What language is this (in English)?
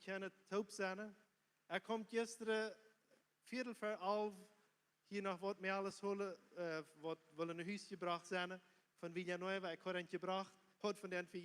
Plautdietsch